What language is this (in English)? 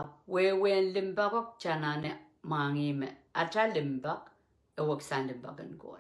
Pohnpeian